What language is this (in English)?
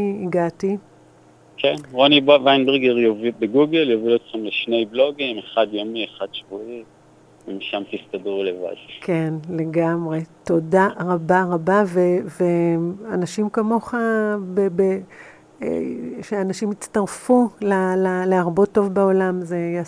Hebrew